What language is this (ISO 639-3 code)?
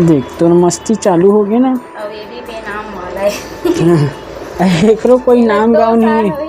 hne